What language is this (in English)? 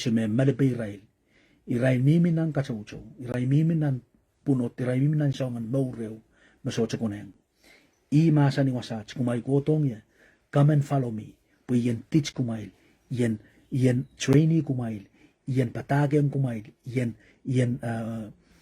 Pohnpeian